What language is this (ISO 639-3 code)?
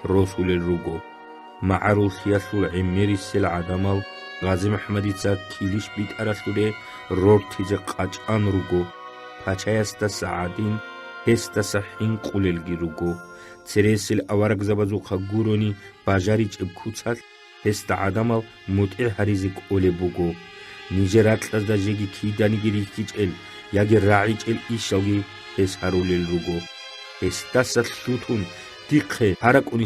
ava